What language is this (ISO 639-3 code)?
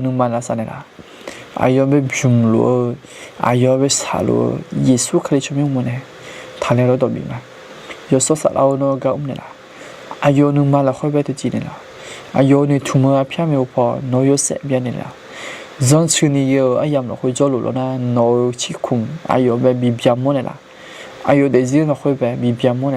ahk